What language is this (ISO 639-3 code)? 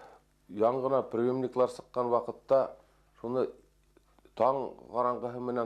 bak